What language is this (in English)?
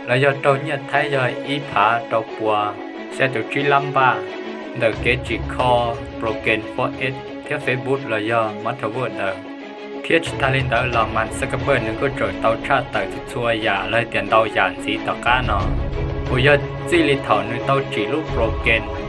Hmong